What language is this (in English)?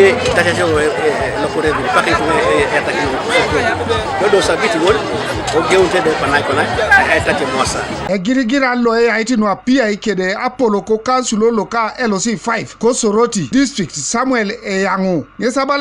Teso